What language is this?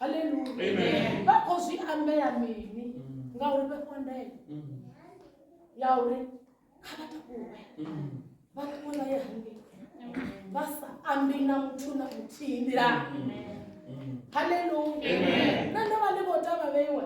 Venda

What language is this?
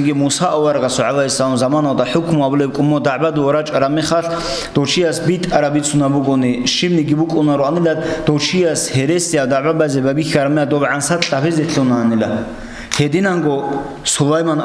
Avaric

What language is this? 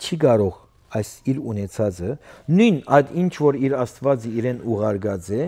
Western Armenian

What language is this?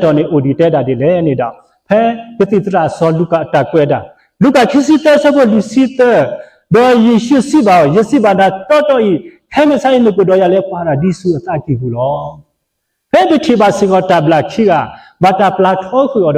S'gaw Karen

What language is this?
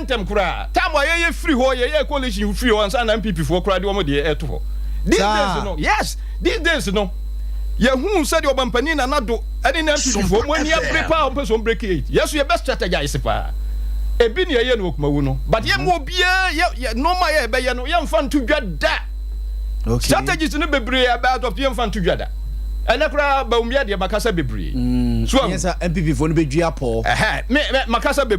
Akan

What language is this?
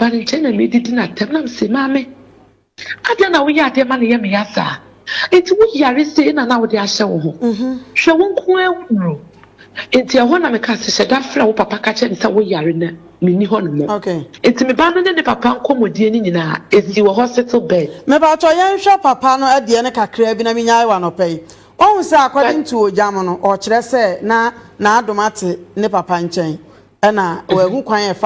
Akan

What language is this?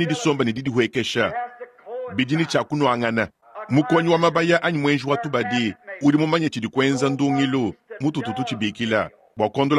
Luba-Lulua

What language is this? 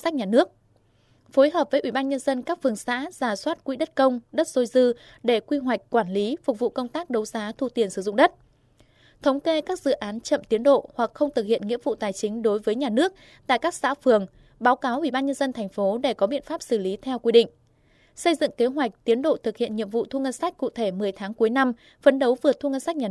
Vietnamese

